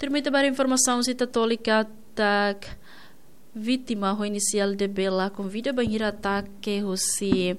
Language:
Tetum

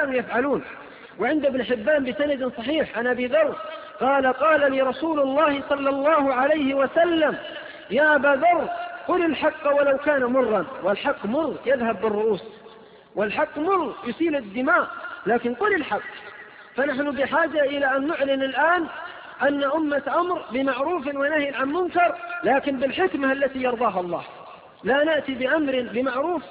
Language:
Arabic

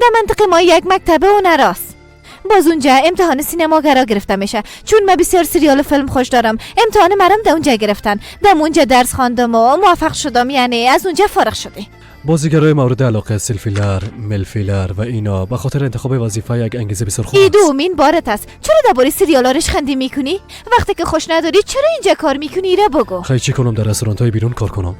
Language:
Persian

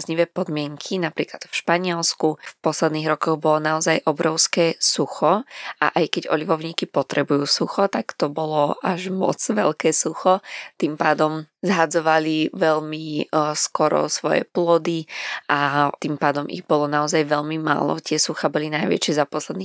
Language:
Slovak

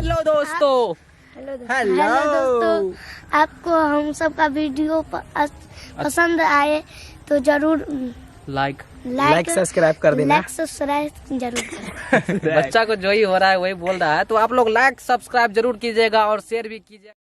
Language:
Maithili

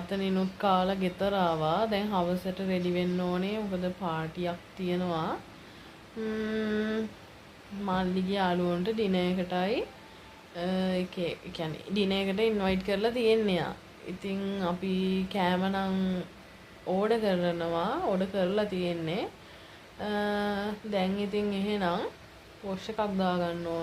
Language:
Sinhala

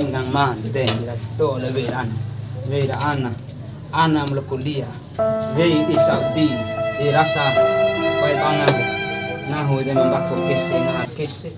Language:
Bima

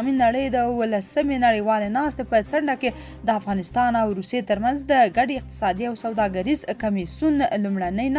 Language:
Pashto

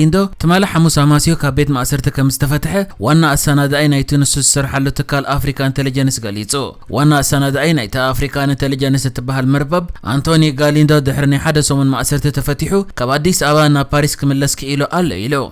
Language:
Tigrinya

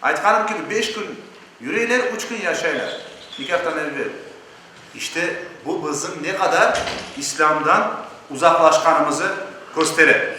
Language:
Crimean Tatar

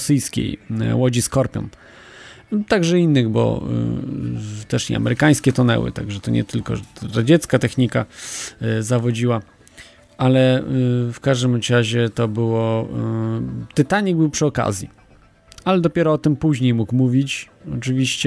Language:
Polish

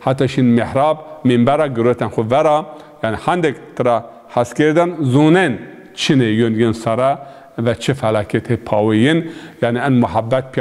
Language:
Zaza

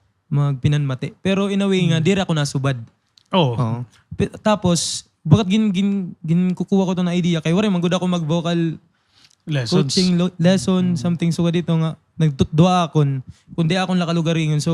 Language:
Waray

